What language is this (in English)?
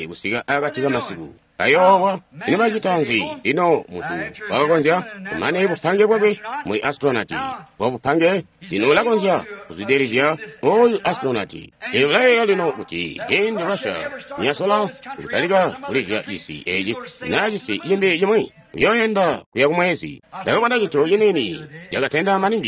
Tonga (Zambia)